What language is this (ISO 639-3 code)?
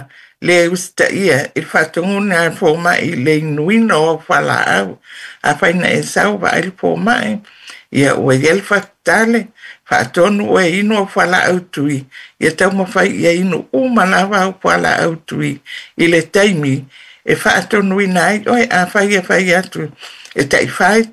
smo